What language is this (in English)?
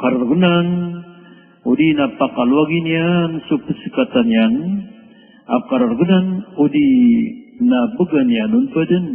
Maranao